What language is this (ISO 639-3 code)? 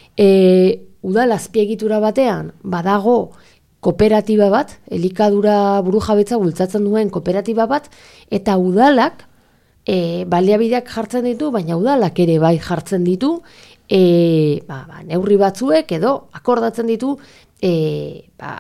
eus